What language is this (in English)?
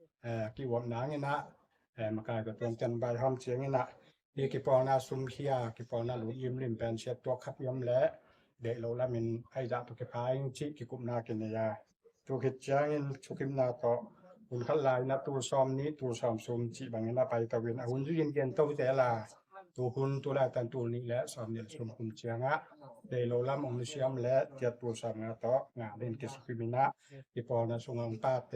Tedim Chin